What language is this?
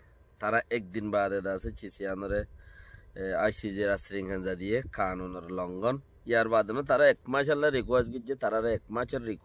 Rohingya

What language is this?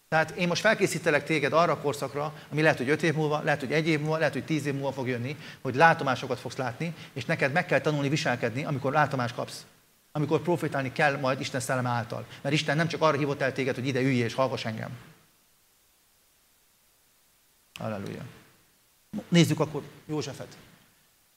Hungarian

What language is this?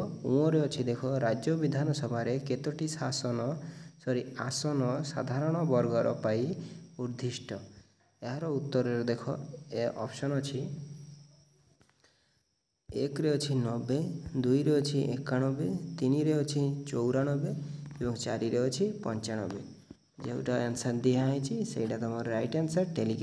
Odia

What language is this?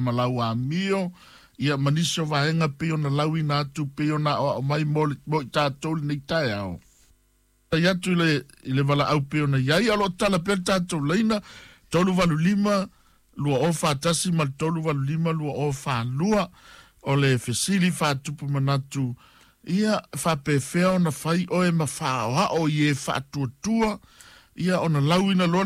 Samoan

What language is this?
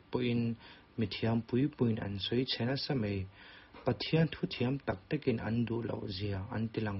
Mizo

